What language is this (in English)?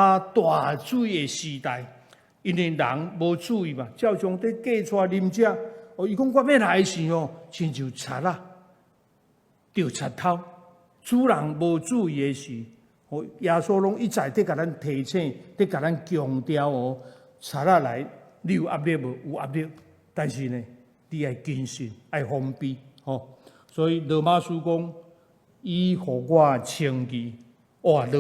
Min Nan Chinese